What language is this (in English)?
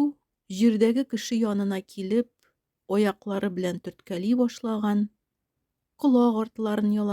Tatar